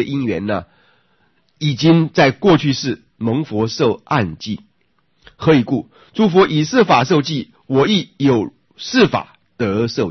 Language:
Chinese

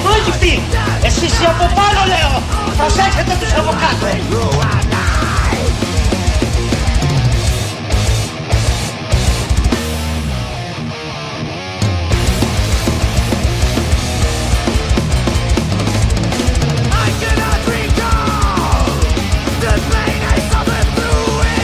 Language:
Greek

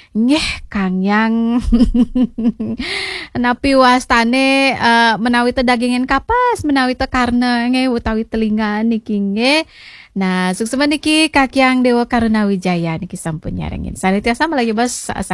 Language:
Balinese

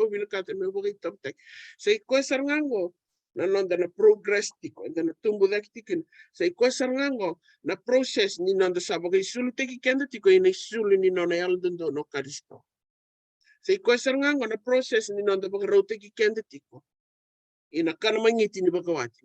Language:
Fijian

